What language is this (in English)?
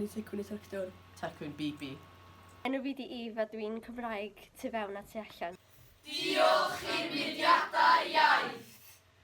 Welsh